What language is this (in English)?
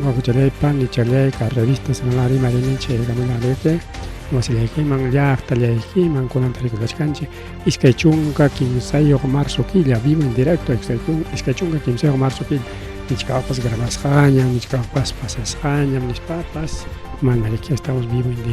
Ayacucho Quechua